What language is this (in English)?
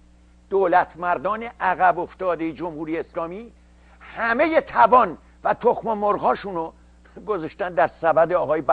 Persian